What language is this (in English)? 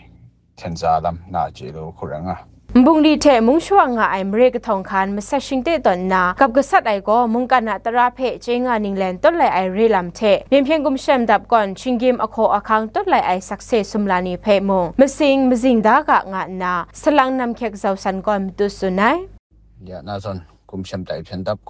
Kachin